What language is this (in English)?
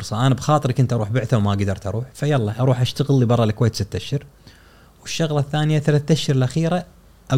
Gulf Arabic